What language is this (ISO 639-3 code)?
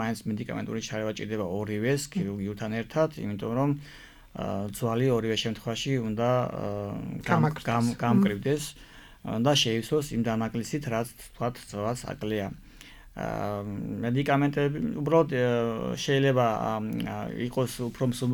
kat